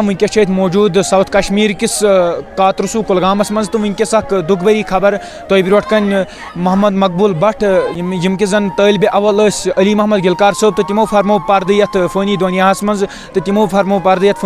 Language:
Kashmiri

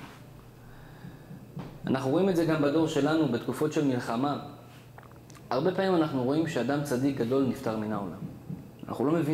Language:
Hebrew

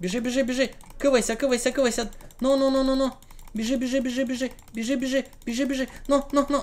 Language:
Rusyn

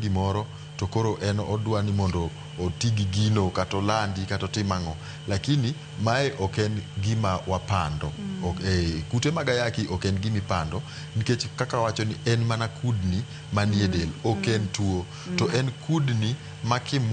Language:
Luo (Kenya and Tanzania)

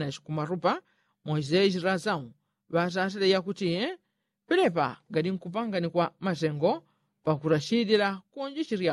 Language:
Yao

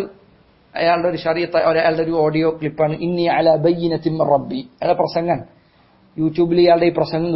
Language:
Malayalam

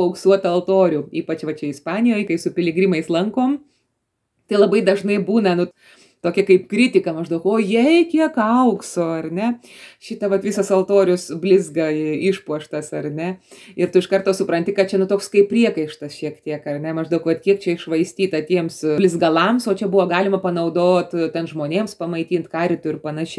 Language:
Lithuanian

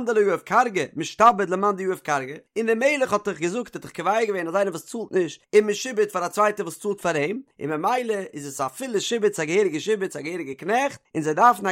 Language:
Yiddish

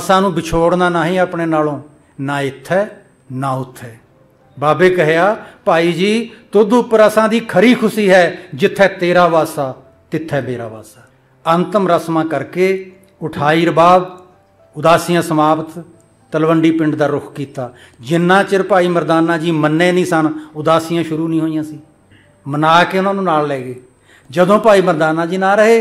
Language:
Punjabi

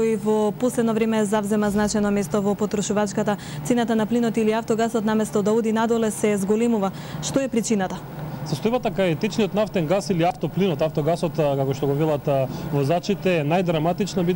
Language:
Macedonian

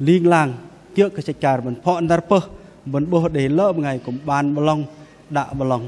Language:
Bahnar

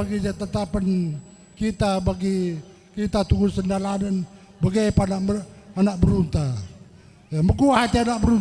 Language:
Batak Karo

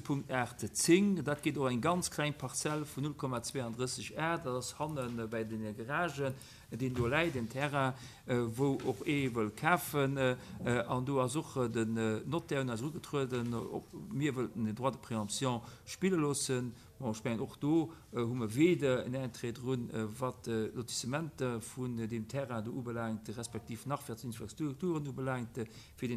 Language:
Luxembourgish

